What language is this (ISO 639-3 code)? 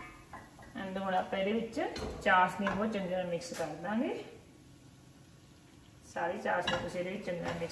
pan